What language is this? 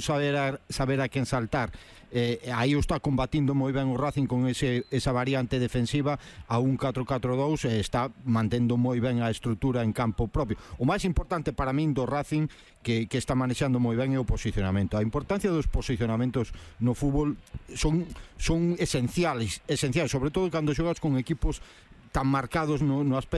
Galician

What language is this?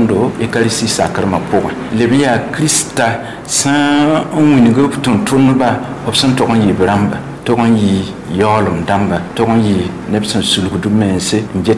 Mossi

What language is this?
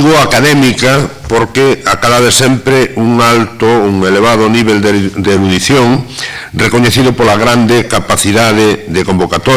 Galician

